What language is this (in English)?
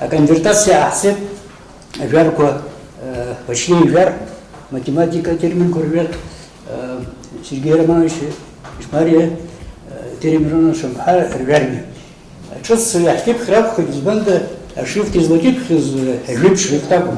Abkhazian